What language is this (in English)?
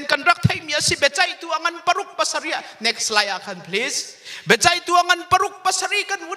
Hakha Chin